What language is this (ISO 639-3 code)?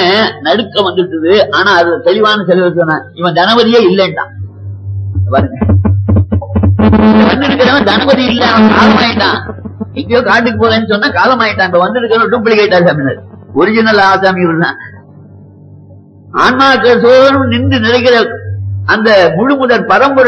tam